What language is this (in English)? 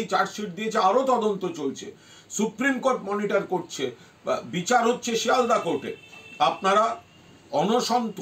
Bangla